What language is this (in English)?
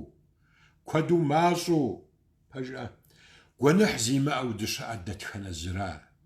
Kabardian